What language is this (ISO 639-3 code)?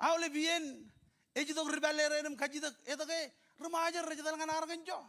mah